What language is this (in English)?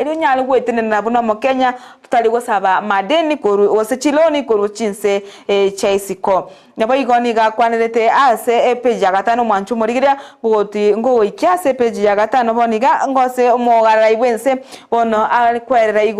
Gusii